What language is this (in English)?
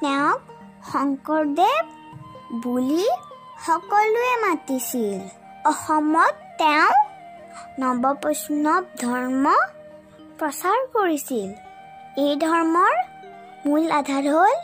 Assamese